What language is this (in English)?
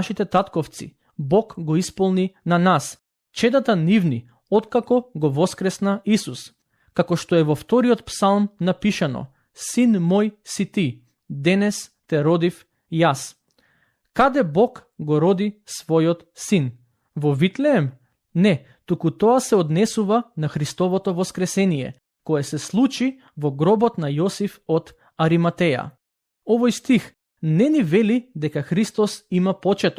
Macedonian